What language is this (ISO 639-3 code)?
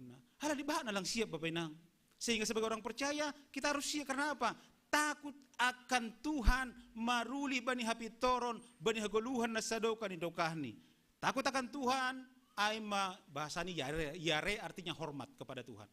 bts